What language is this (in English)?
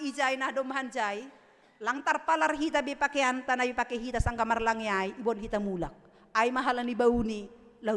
Batak Simalungun